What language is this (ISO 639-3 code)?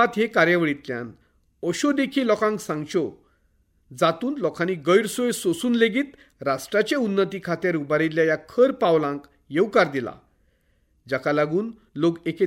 kok